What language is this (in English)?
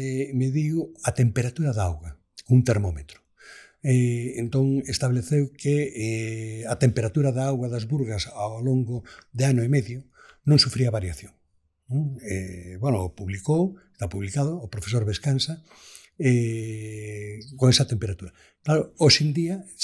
Galician